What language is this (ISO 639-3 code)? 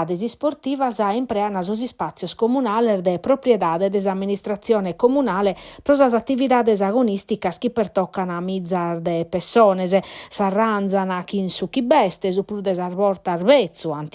srd